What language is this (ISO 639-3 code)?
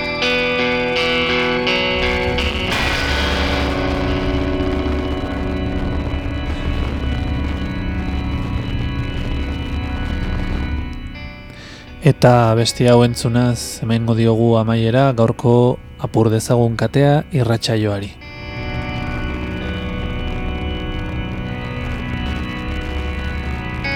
eus